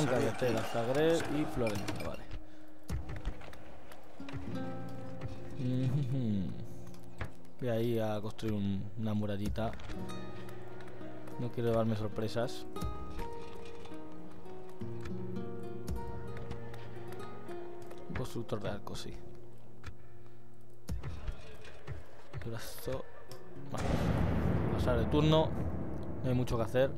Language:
Spanish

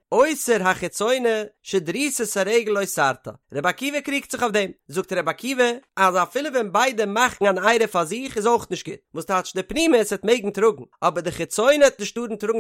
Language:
Yiddish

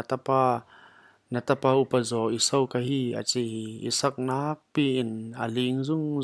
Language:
Paite Chin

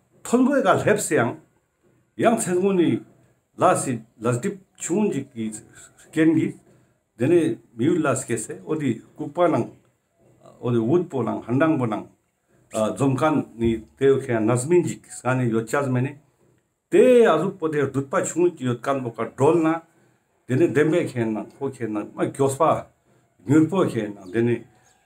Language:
Ladakhi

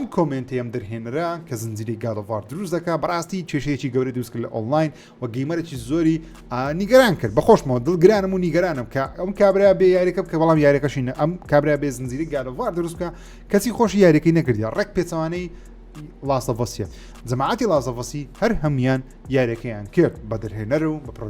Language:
Central Kurdish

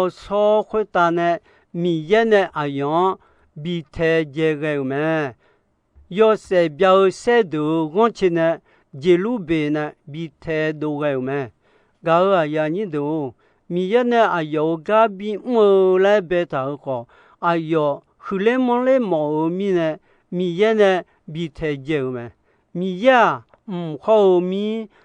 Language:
Akha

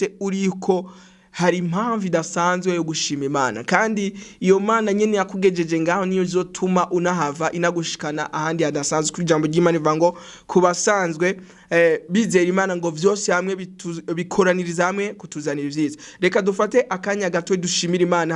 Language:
Rundi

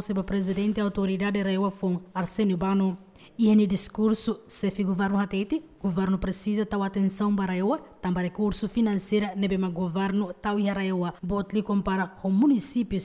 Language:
Tetum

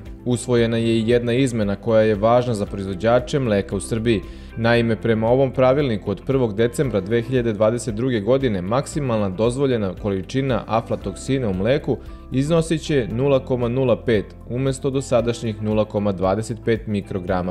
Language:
Serbian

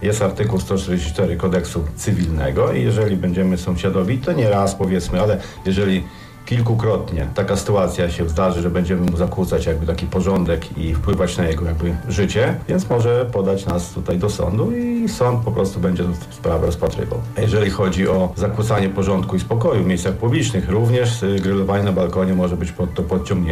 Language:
Polish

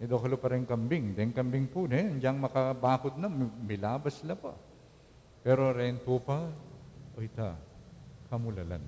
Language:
Pampanga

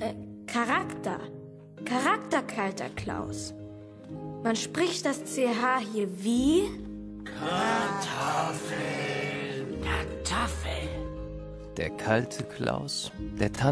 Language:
German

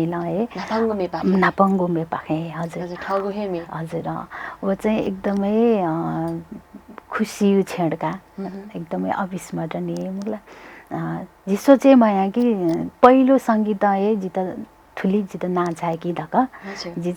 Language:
Newari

